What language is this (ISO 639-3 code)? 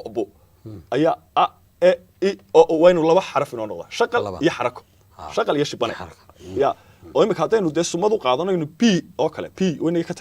som